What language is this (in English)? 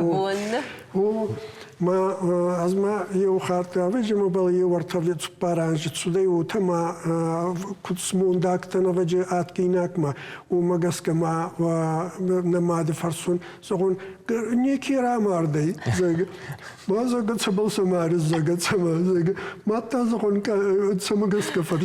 Ossetic